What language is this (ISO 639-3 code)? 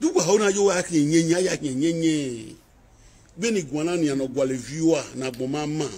pcm